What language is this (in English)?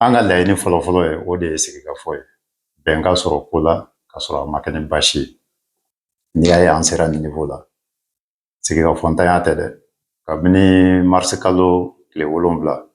Bambara